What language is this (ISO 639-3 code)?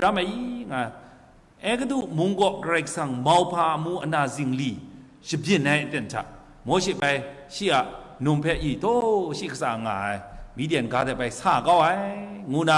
kac